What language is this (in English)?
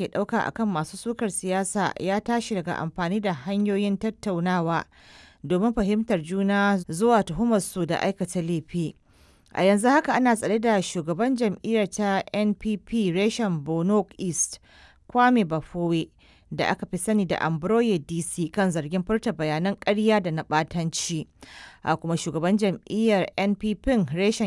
Hausa